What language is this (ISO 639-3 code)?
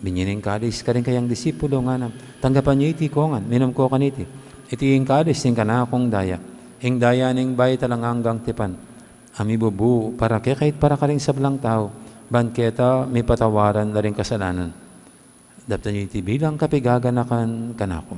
pam